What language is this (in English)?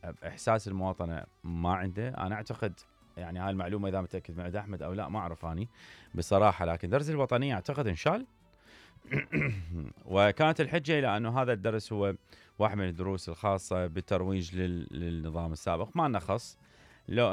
Mesopotamian Arabic